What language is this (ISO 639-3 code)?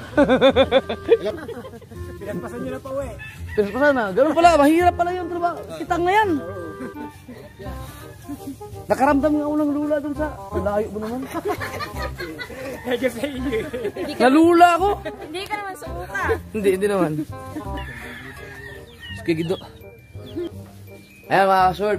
fil